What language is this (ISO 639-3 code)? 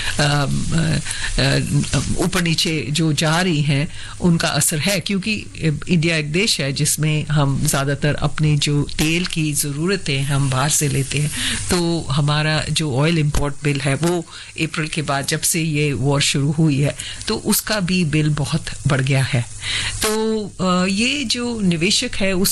hin